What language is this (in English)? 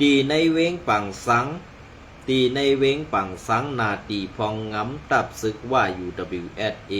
Shan